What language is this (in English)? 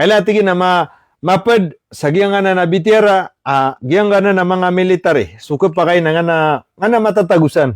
Maranao